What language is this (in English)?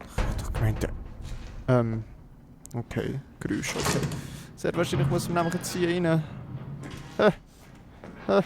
Swiss German